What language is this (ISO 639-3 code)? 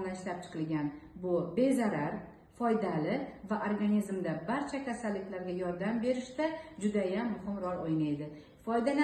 uzb